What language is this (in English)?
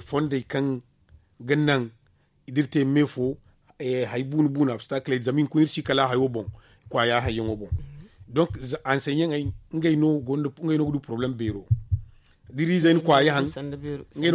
Zarma